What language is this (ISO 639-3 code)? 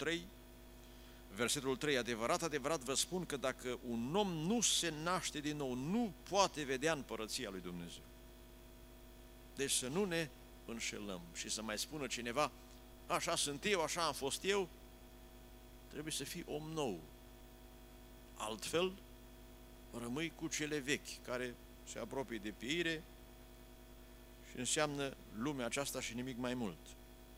ron